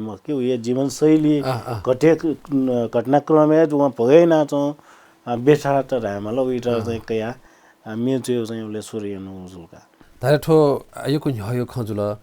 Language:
Newari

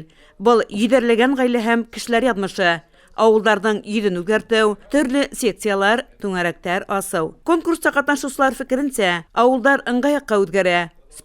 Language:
Bashkir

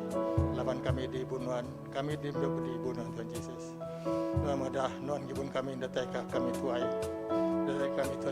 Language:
Iban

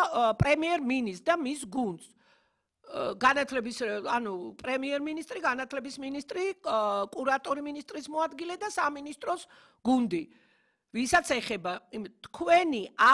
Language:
Georgian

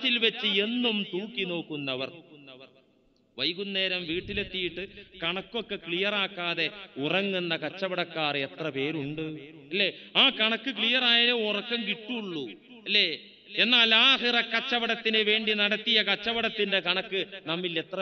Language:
Malayalam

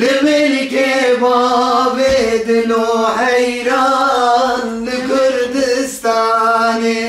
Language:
Kurdish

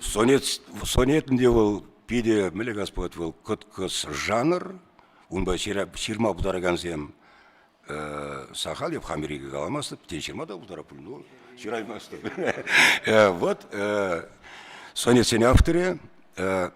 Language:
Chuvash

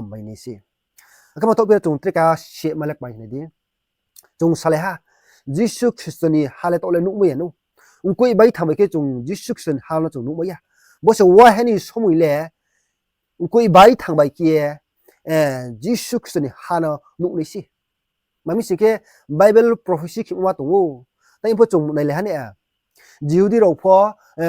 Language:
Riang (India)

